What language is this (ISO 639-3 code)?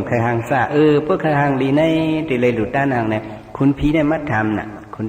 shn